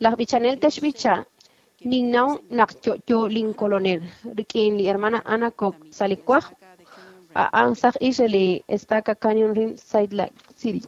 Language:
Kekchí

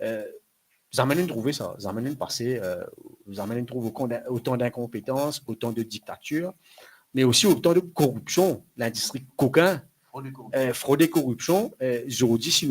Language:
Morisyen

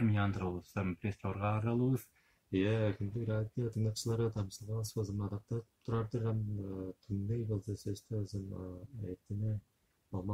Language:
Tuvinian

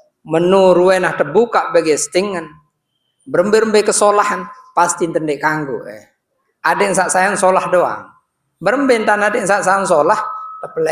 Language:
Sasak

